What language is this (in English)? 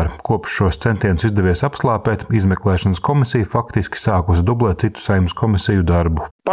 Latvian